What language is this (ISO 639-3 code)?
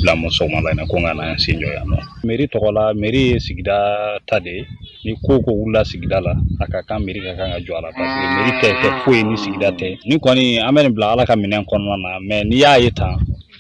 bam